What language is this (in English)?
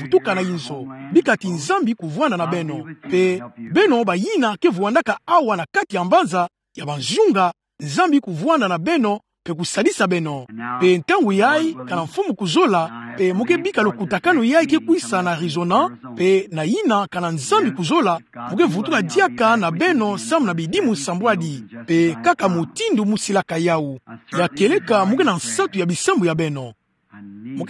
Kituba (Democratic Republic of Congo)